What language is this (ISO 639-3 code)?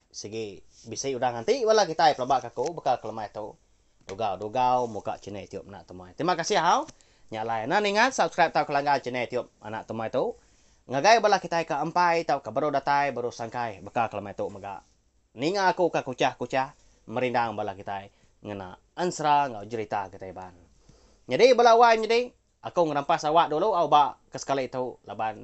iba